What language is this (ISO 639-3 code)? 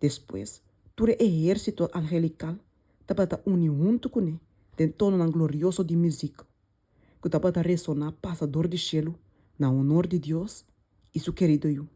pap